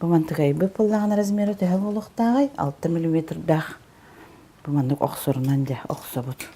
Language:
Yakut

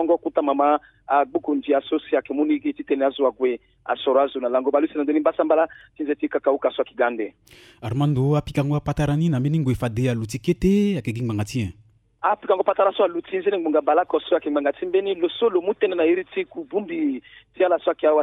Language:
Sango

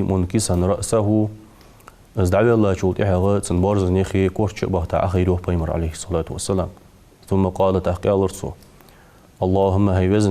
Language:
Ingush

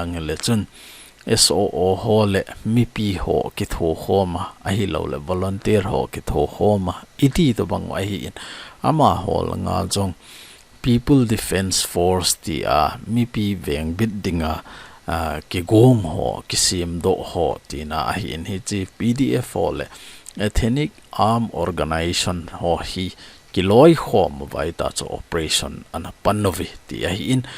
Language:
Thado Chin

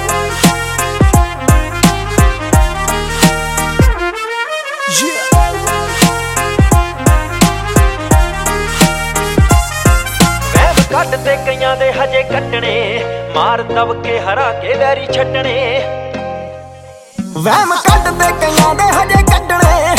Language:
Punjabi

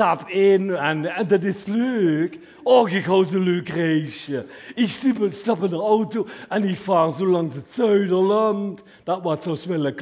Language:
Limburgish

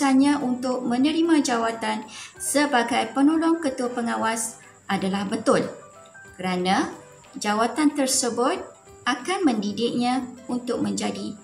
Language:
Malay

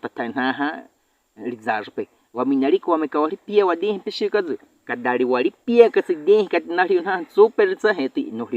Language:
Baniwa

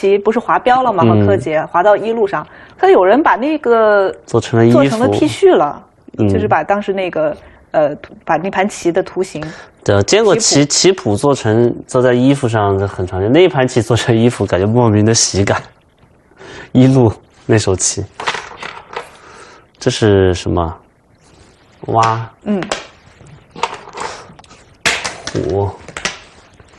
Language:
Chinese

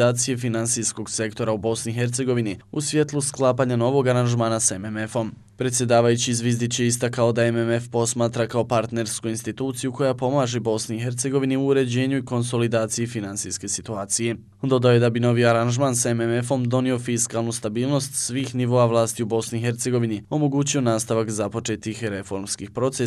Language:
Bosnian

